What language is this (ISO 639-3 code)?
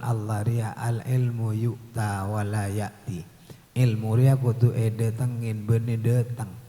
mad